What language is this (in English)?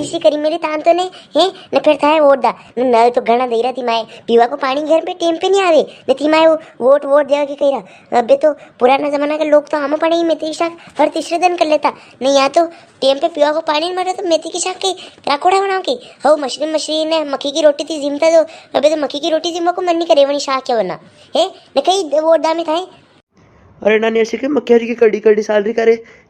Rajasthani